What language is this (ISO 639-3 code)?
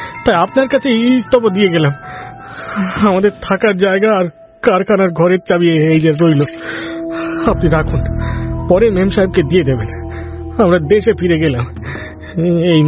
ben